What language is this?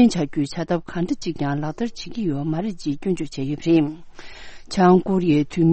Tibetan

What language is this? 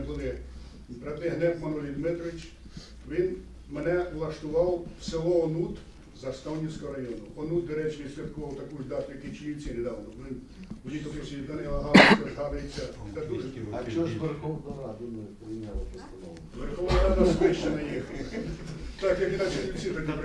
Ukrainian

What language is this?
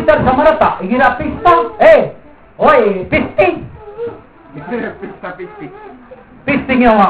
Maranao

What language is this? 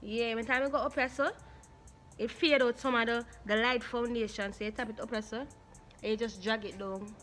Jamaican Creole English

